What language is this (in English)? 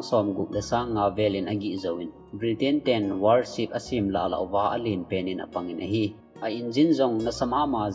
Thado Chin